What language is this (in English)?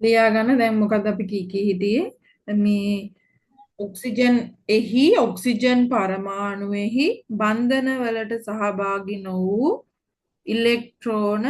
Sinhala